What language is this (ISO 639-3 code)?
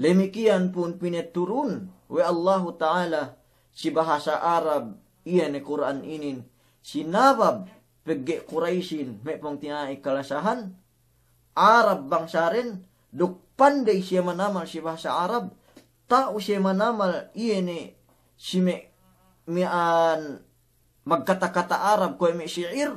yka